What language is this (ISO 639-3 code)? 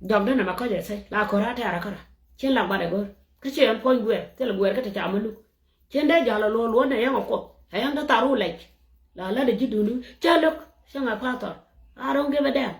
nus